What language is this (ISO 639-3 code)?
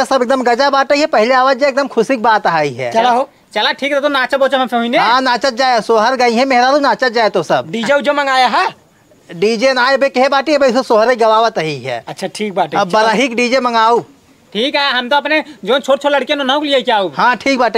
awa